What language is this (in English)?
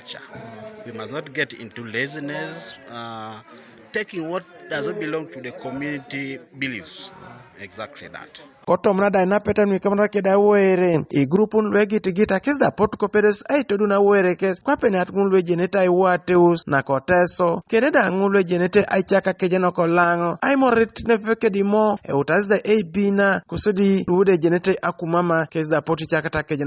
Teso